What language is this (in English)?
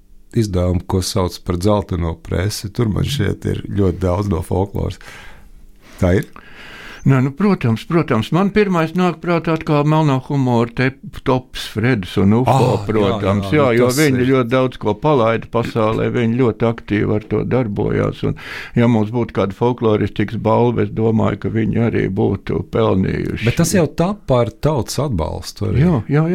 Latvian